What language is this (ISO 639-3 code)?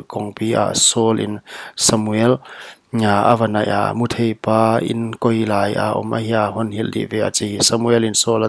pck